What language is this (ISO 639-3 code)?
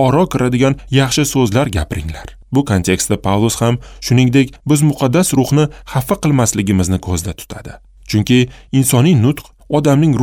uzb